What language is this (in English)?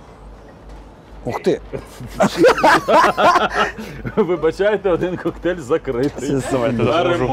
Ukrainian